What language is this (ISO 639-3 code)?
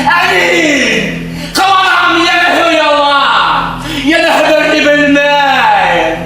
bak